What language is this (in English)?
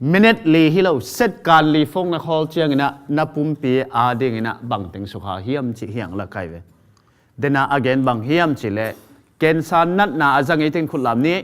Tedim Chin